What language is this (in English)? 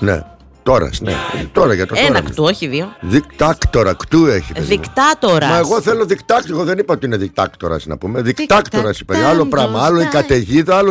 Greek